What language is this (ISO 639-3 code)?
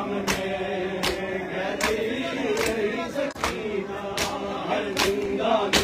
hin